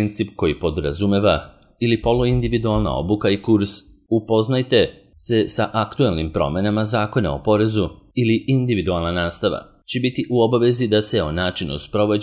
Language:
Serbian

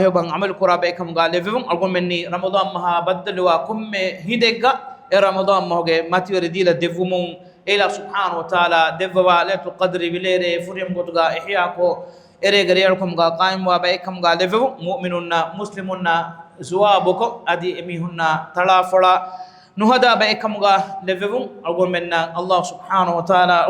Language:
Divehi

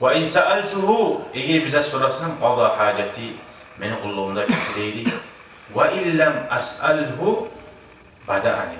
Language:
Kumyk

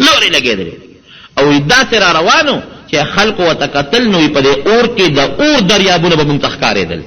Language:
Pashto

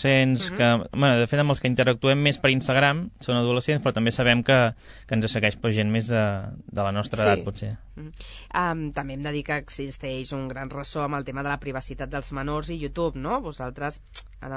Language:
Catalan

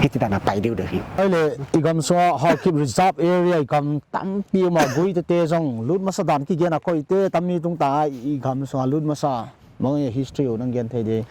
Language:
Paite Chin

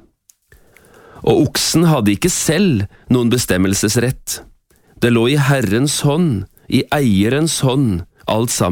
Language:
Norwegian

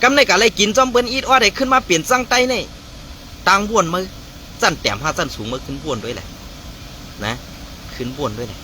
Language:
Shan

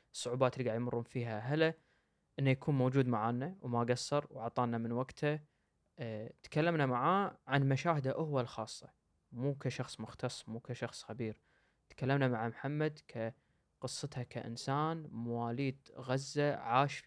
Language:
Gulf Arabic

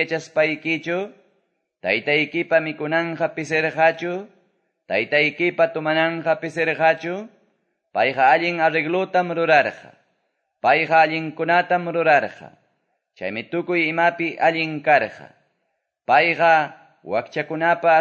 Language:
Quechua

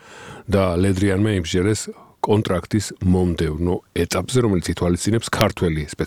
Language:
Georgian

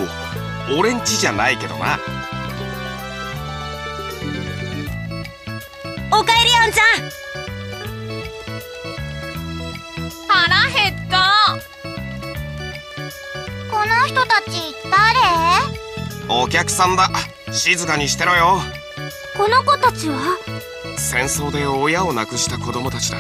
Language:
Japanese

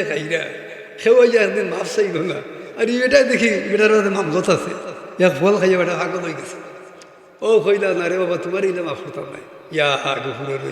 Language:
Sylheti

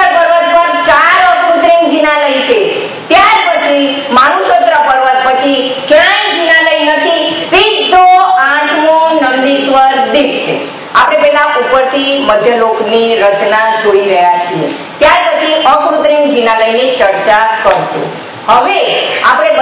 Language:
Gujarati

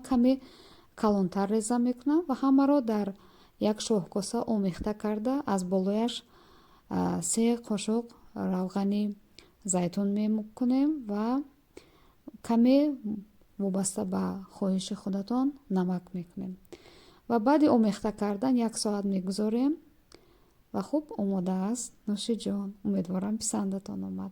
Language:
Tajik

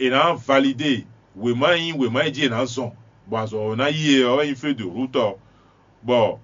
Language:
Fon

